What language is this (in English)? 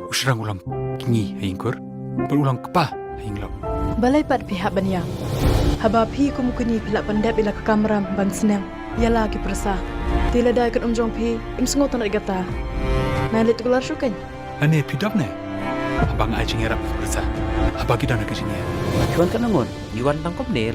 Khasi